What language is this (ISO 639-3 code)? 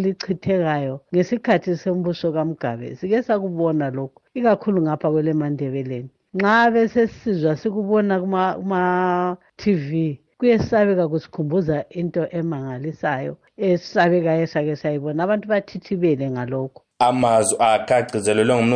nde